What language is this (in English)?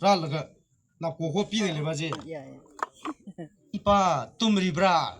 Tangkhul Naga (India)